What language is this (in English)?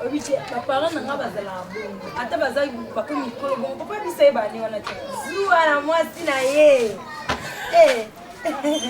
Lingala